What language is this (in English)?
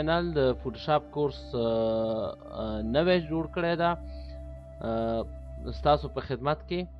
Pashto